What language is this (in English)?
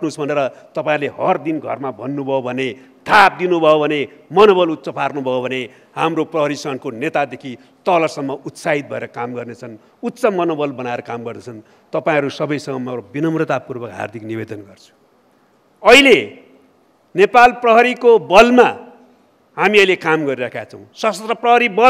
Nepali